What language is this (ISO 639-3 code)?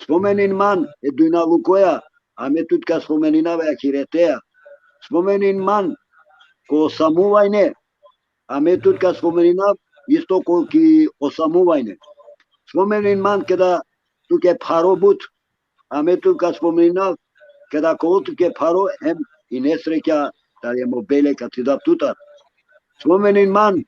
rmn